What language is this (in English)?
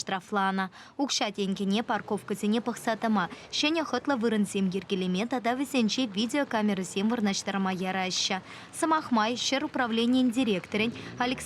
Chuvash